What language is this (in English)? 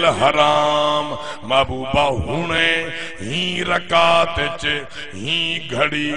Saraiki